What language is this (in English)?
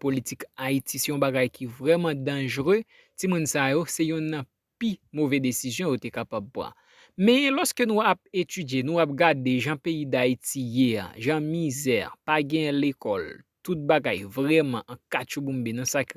Haitian Creole